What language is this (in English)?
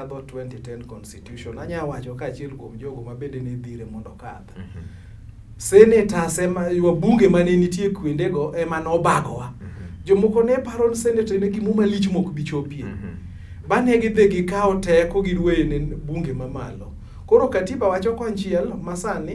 Luo (Kenya and Tanzania)